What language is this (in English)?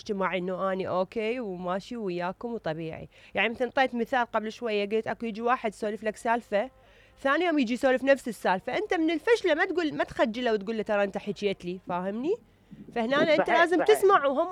Mesopotamian Arabic